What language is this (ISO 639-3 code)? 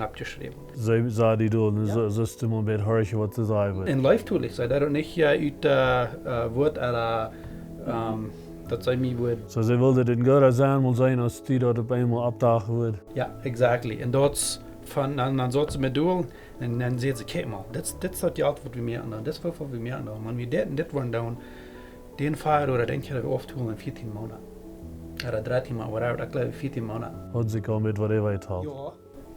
pdt